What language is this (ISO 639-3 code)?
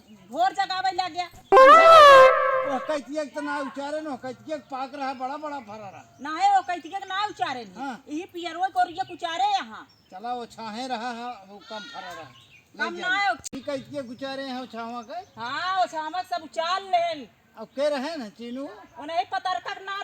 awa